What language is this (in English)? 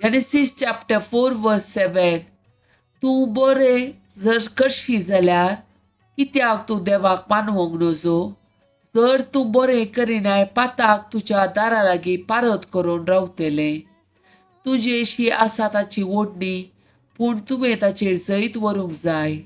Konkani